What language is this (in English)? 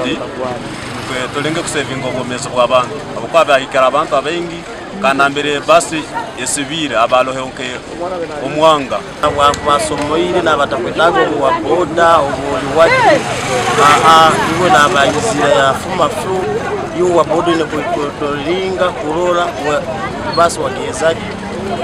Nyankole